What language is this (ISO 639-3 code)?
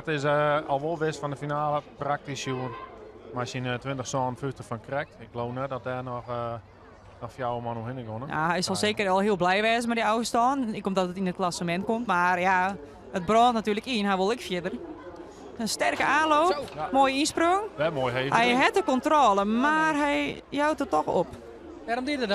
fry